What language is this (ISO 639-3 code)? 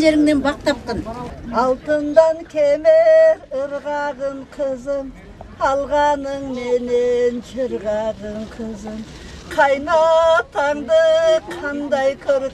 kir